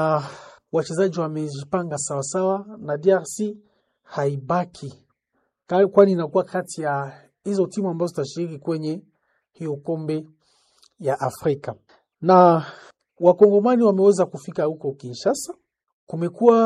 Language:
Swahili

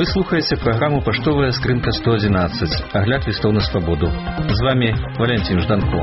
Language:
Belarusian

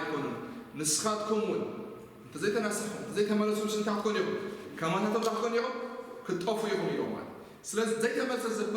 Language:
Tigrinya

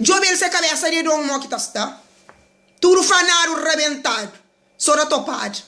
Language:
Kabuverdianu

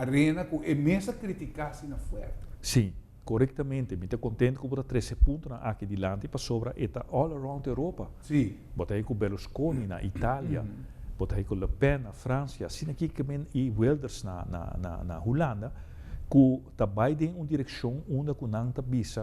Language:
Papiamento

